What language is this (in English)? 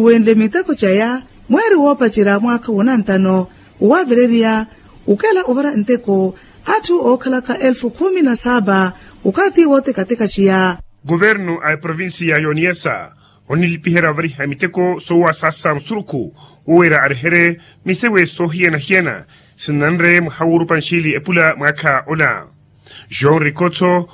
Makhuwa